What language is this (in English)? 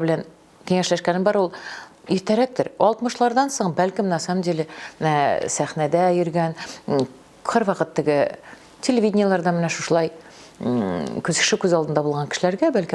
Tatar